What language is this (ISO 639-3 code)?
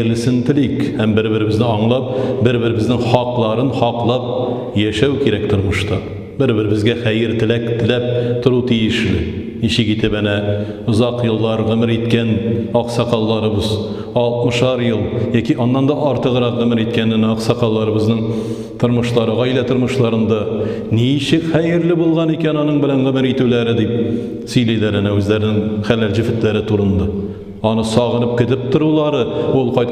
tat